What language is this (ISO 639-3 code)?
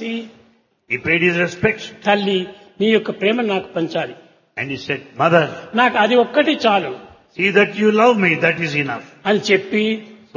tel